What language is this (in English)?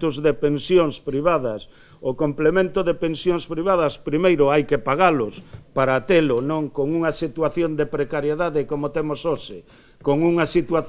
Galician